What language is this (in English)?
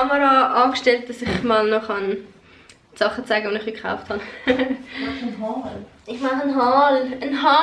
Swiss German